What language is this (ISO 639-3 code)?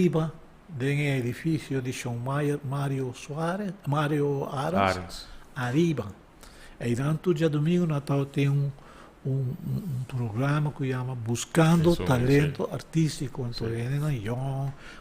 pap